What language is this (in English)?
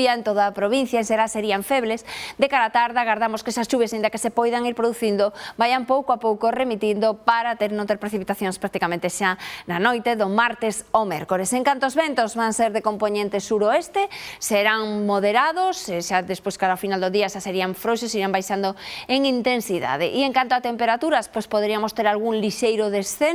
Galician